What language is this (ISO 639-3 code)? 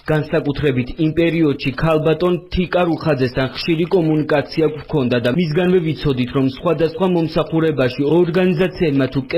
kat